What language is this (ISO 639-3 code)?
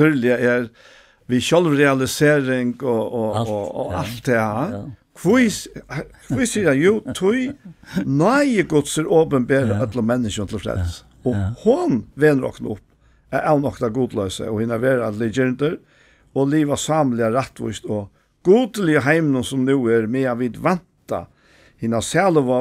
fao